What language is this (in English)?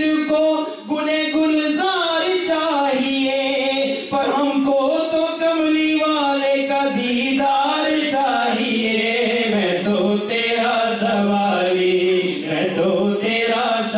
Urdu